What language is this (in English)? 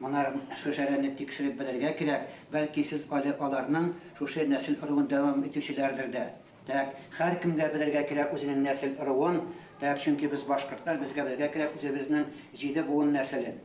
Bashkir